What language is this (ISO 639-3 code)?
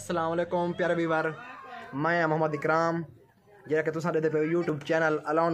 skr